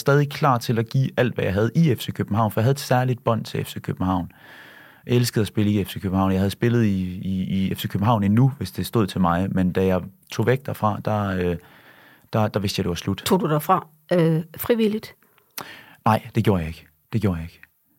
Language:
Danish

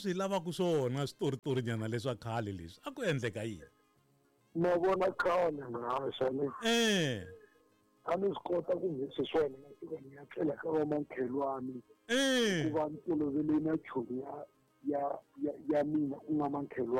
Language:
Tsonga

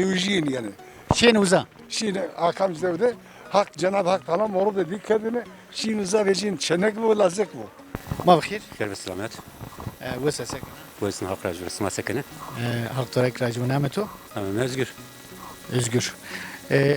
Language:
Zaza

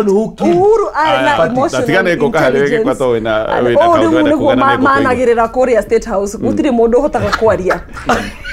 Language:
Kikuyu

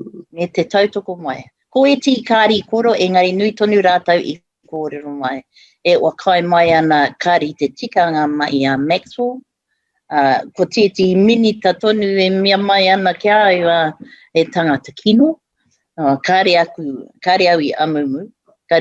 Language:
Māori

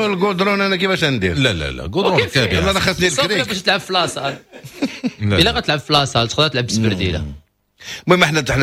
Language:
Moroccan Arabic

